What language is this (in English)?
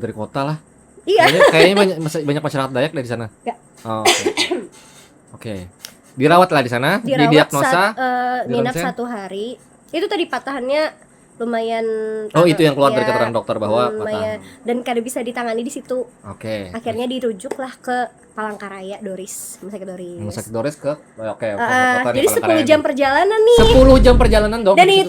Banjar